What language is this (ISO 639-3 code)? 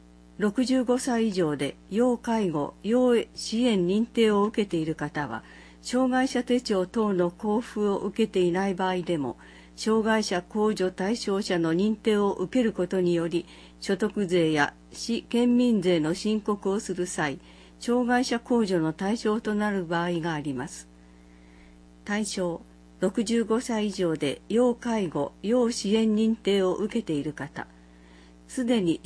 jpn